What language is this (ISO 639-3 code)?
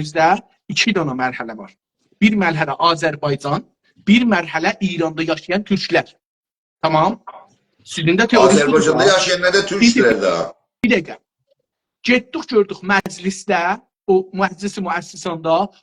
azb